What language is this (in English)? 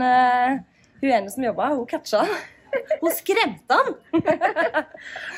Norwegian